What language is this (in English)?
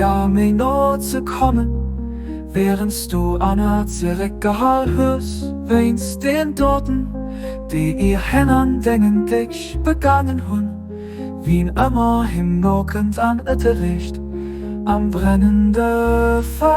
Luxembourgish